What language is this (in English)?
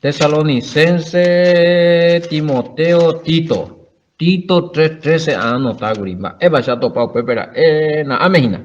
Guarani